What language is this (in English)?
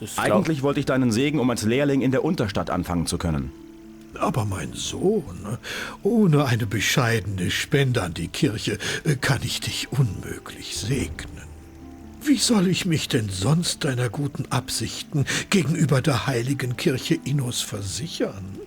Bavarian